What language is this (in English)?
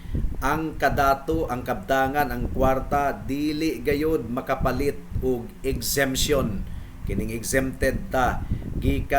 Cebuano